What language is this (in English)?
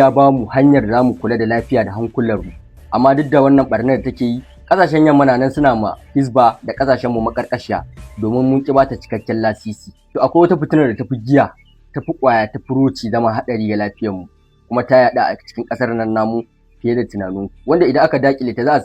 Hausa